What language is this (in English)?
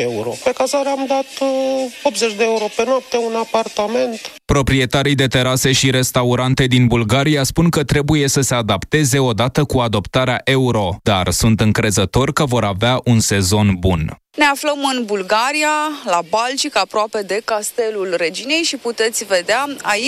Romanian